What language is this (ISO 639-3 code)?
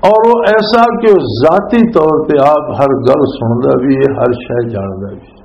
lah